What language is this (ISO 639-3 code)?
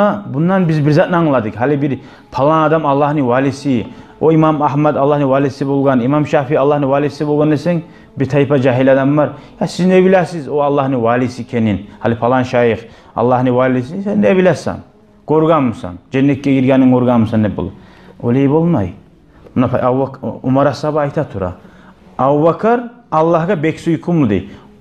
kum